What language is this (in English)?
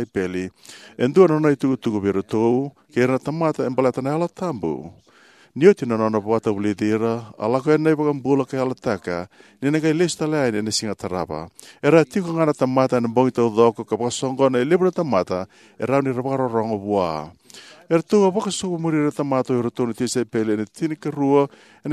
Fijian